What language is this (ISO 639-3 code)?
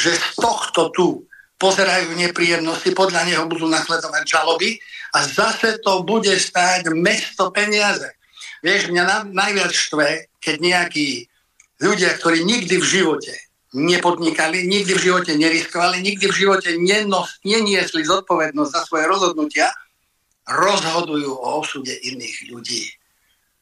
slk